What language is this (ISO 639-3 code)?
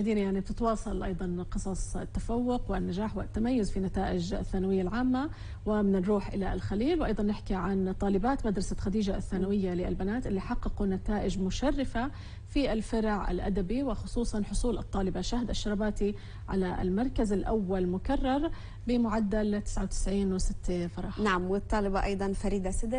apc